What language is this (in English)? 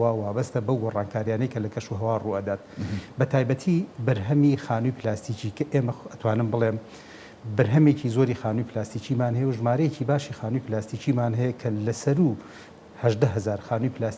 Central Kurdish